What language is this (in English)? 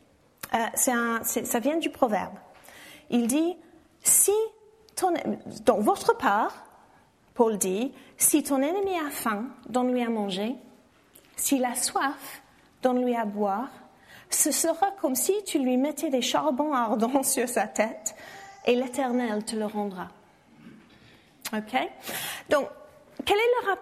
French